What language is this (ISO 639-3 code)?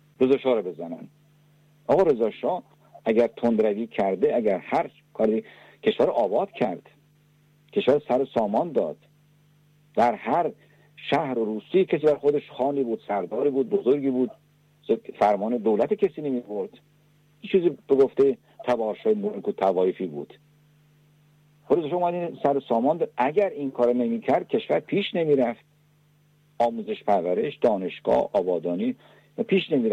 fas